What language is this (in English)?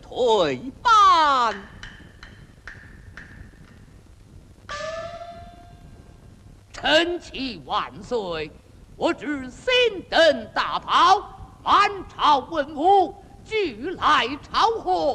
Chinese